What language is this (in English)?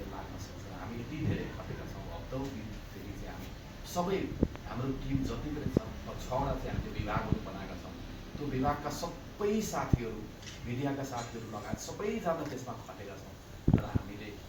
Nepali